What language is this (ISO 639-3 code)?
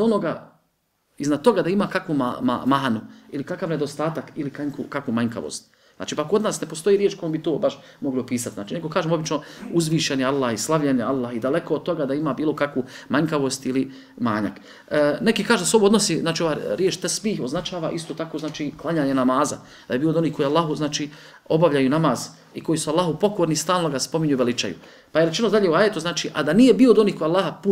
bos